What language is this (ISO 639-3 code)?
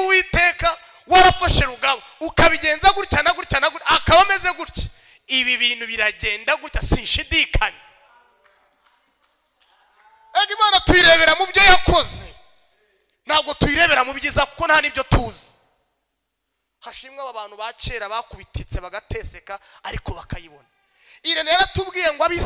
kin